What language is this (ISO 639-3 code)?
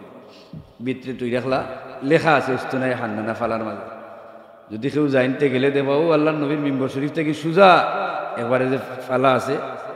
syl